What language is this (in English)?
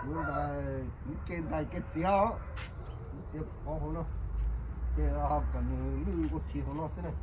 Hmong